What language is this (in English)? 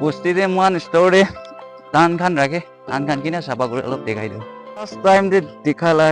Naga Pidgin